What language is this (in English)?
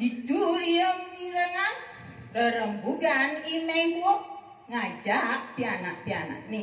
Balinese